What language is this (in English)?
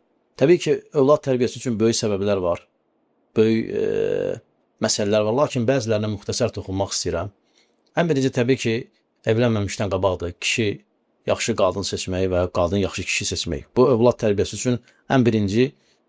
Azerbaijani